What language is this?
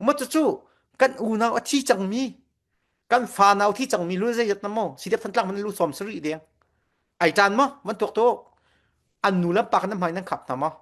Falam Chin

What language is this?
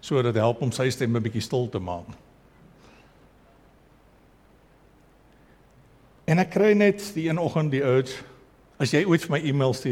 Afrikaans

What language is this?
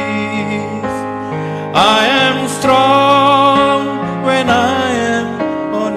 Batak Karo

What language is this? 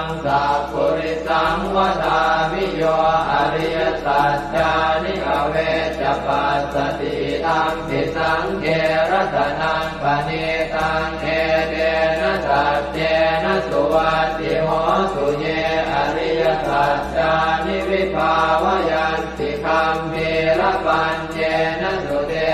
Pali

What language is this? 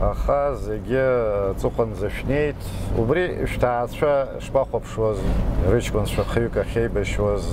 Abkhazian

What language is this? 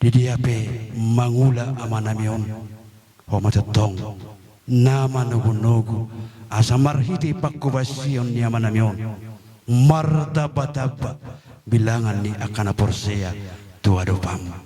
Batak Toba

